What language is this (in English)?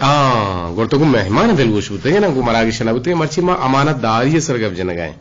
Eastern Balochi